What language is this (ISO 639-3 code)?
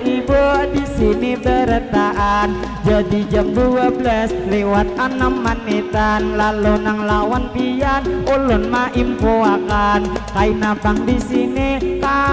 bjn